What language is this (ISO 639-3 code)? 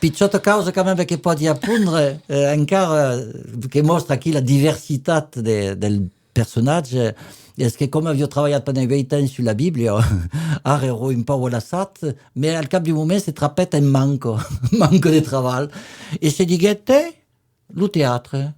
oci